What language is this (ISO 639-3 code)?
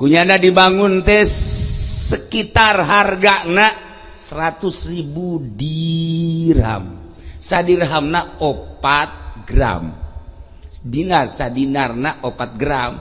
sun